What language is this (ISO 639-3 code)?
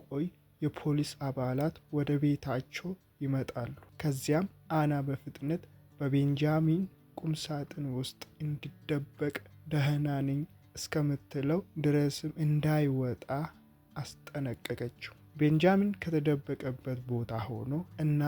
amh